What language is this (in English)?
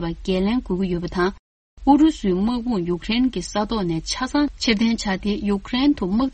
Tibetan